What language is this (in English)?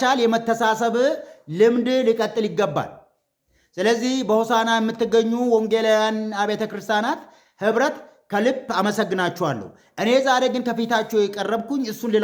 Amharic